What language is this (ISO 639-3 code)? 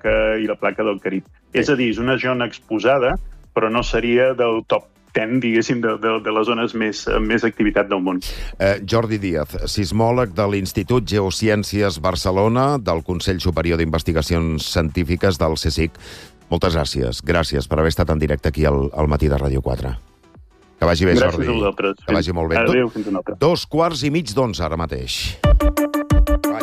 cat